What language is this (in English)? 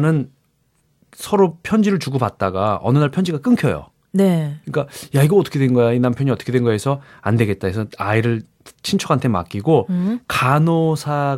Korean